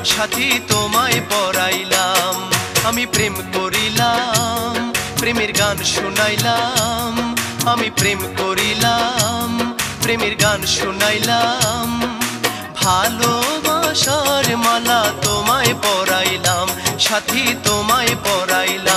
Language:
Bangla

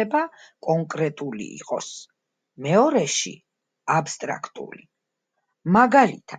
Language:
Georgian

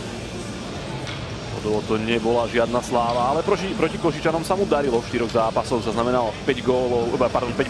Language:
Slovak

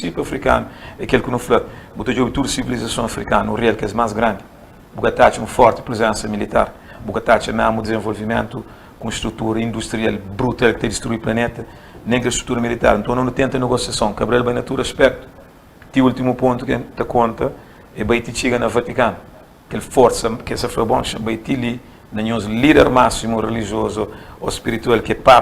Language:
Kabuverdianu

